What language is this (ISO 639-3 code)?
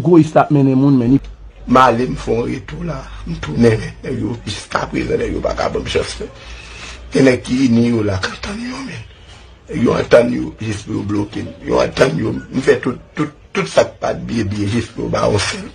hat